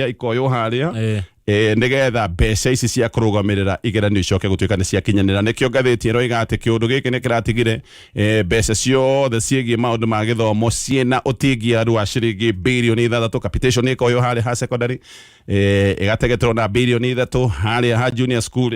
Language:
Kikuyu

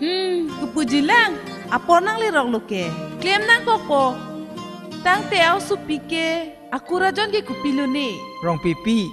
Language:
Karbi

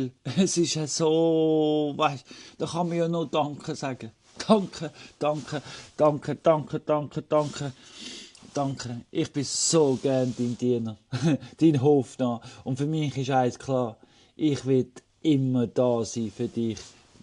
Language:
Swiss German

